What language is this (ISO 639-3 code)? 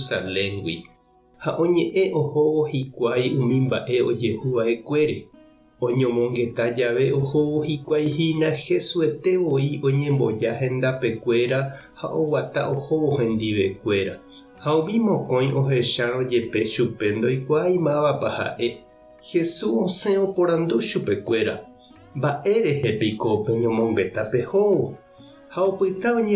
grn